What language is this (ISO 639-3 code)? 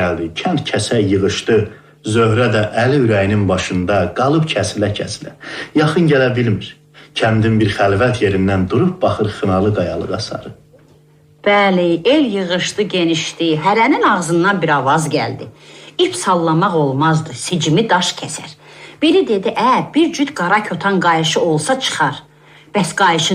aze